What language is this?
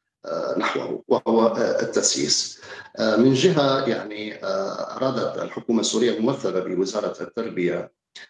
Arabic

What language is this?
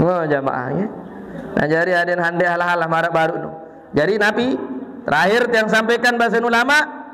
Sasak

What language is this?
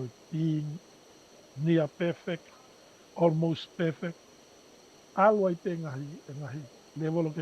Tongan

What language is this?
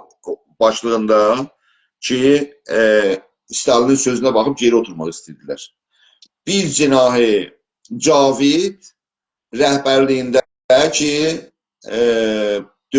South Azerbaijani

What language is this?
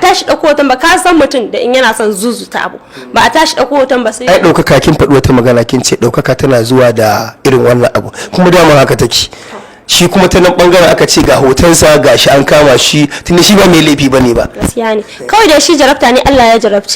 Hausa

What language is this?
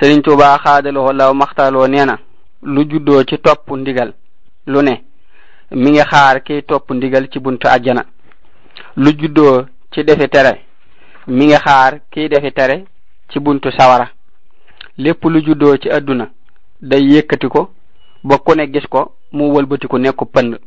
Wolof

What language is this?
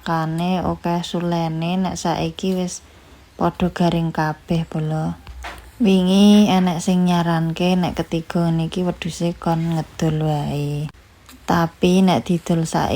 Javanese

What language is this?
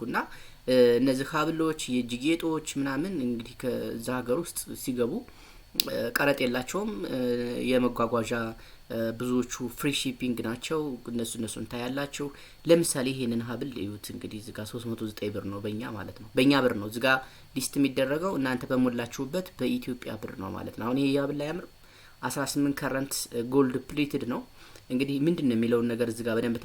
Amharic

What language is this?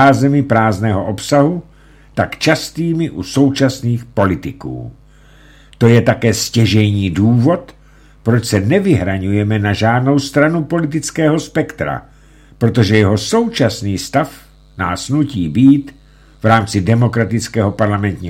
Czech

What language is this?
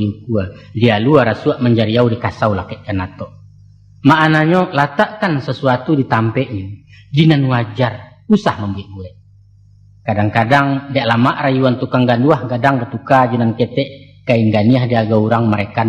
Minangkabau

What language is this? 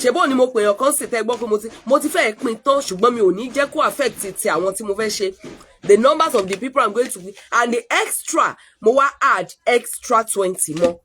Yoruba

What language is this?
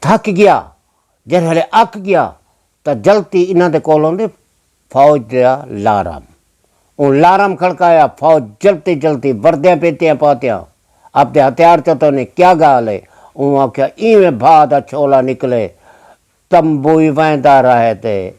Saraiki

